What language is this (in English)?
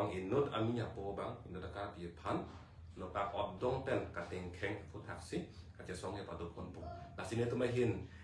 Karbi